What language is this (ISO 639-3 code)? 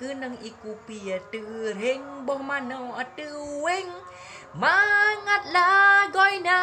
ace